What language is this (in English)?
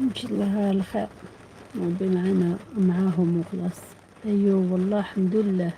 Algerian Arabic